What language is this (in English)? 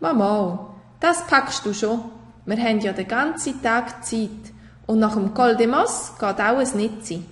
Swiss German